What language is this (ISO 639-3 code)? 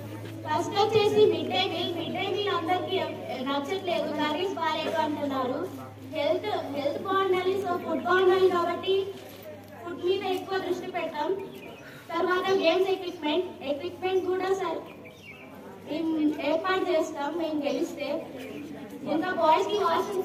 tel